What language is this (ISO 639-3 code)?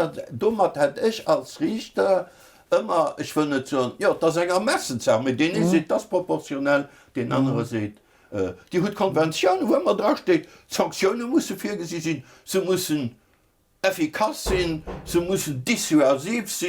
ltz